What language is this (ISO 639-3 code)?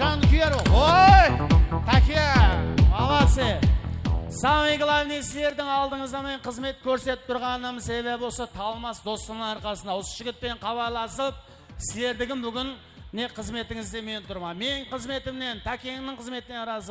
kaa